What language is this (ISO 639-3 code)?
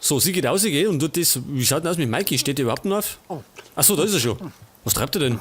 bar